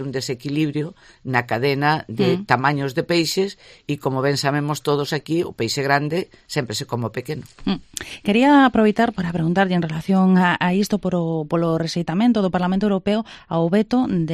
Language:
Galician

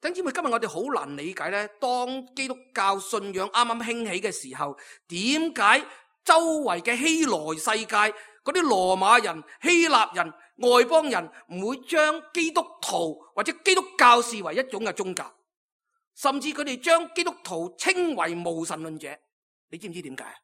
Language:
Cantonese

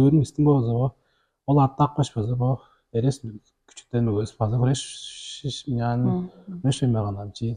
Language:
Tuvinian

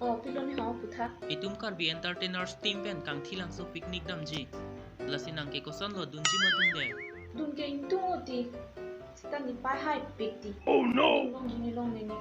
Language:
Karbi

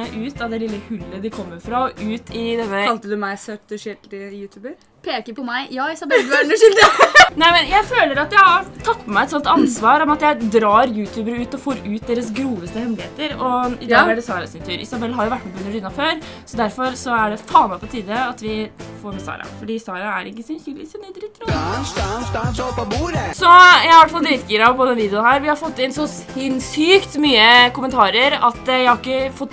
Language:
Norwegian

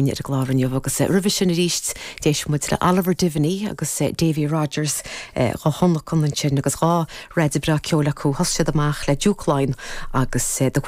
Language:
Irish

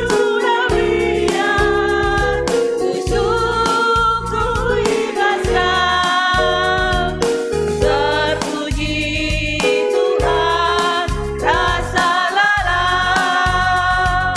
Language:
Batak Karo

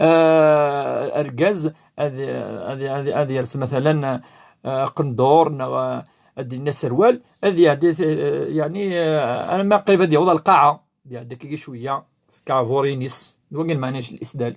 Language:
Kabyle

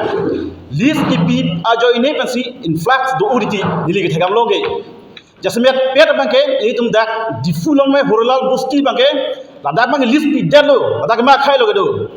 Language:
Karbi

